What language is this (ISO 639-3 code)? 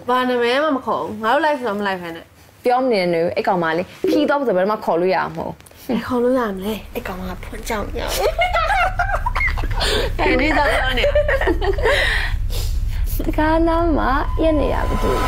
mya